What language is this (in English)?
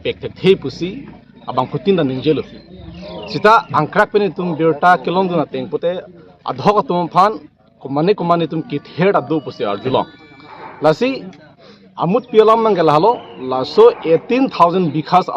Karbi